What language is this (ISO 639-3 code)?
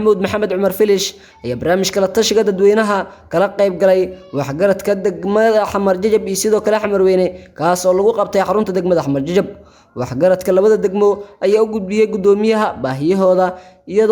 som